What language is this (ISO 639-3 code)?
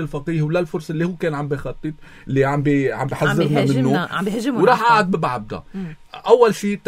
apc